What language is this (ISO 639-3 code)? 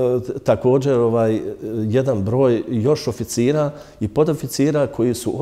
bos